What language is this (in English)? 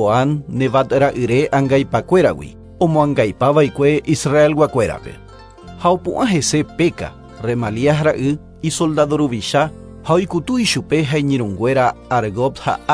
Guarani